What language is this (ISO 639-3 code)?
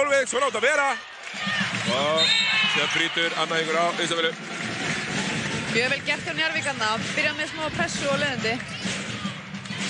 isl